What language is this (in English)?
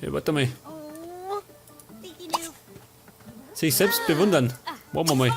Bavarian